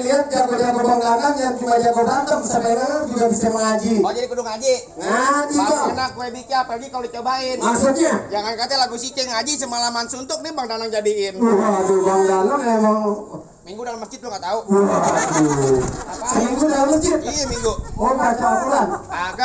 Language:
Betawi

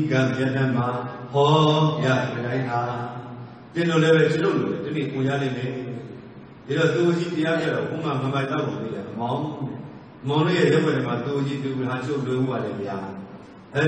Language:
Burmese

